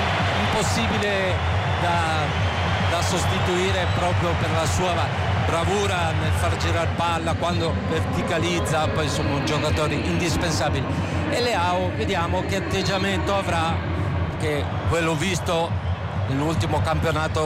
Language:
Italian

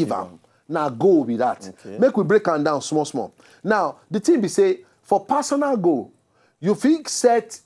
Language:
Nigerian Pidgin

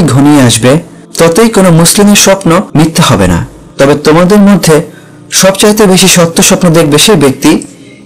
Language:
Bangla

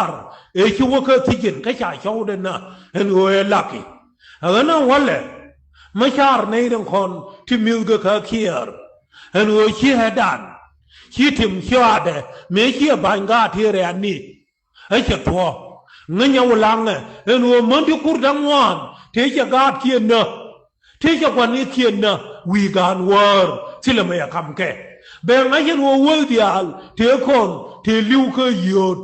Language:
Nuer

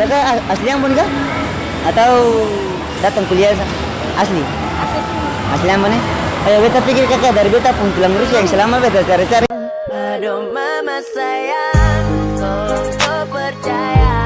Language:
Ambonese Malay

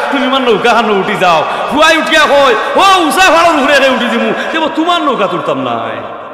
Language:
Sylheti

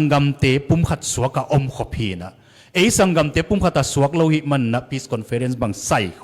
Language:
Tedim Chin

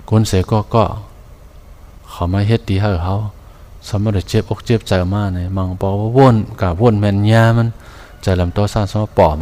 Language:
Shan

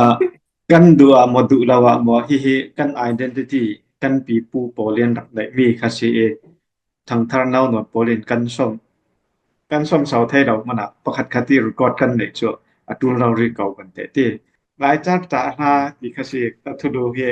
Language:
Falam Chin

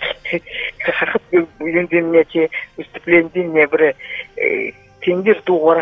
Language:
Buriat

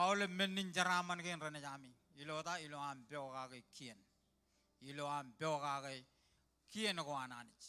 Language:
Marshallese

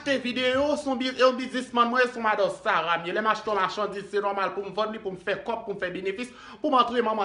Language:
Haitian Creole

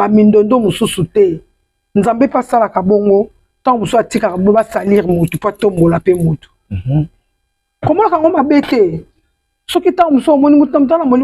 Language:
Lingala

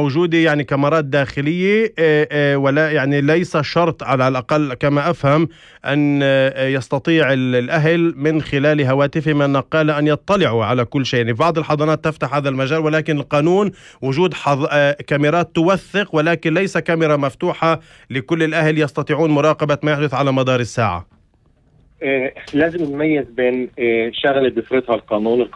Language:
North Levantine Arabic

